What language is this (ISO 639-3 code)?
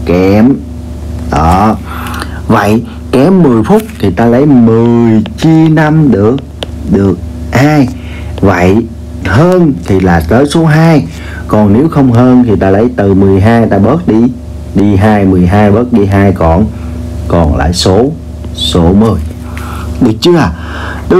vie